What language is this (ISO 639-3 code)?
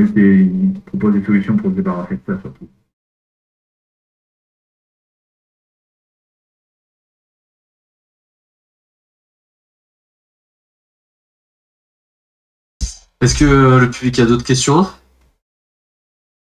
fra